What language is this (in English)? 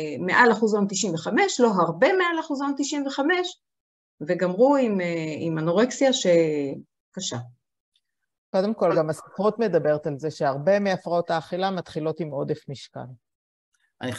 Hebrew